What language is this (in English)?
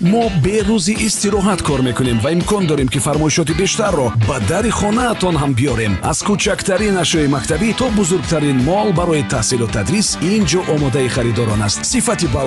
Tajik